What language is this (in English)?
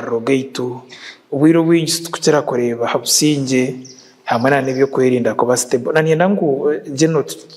Nyankole